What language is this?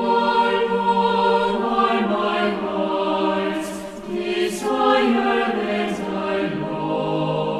Aymara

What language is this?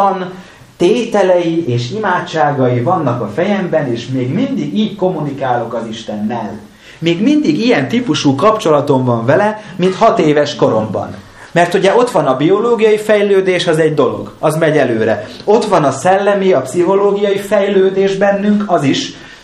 Hungarian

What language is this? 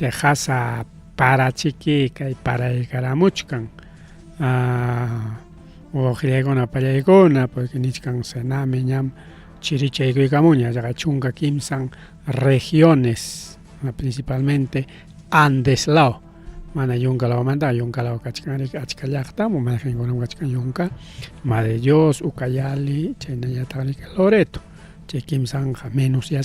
Ayacucho Quechua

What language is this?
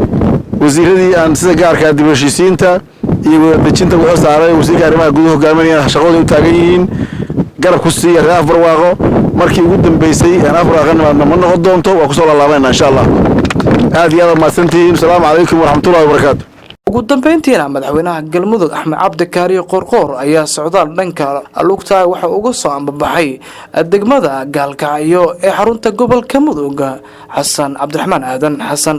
Somali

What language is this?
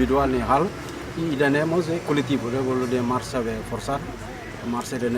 Tetum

